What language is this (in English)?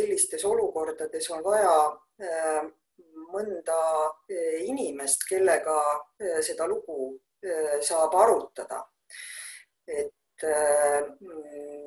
Estonian